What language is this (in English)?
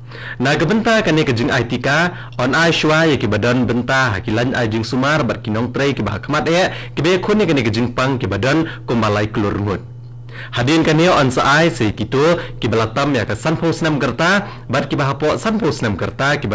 Khasi